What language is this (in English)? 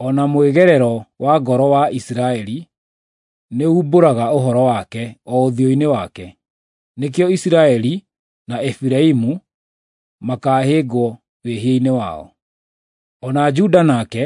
Kikuyu